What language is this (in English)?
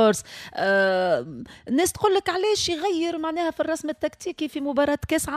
Tunisian Arabic